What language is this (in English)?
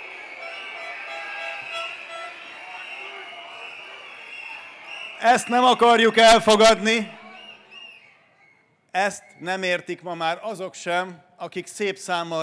Hungarian